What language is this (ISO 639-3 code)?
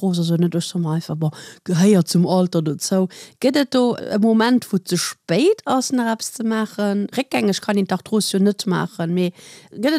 ltz